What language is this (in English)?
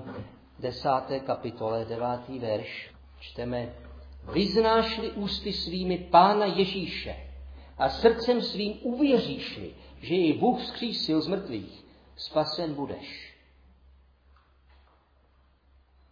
Czech